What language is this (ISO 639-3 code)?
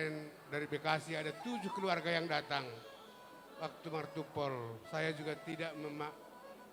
bts